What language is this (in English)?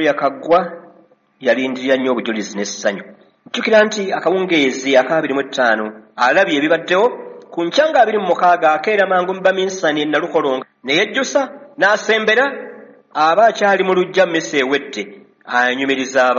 Ganda